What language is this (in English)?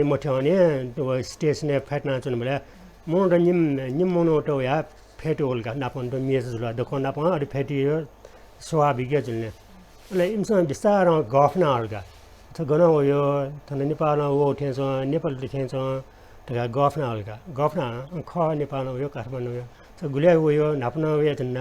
Newari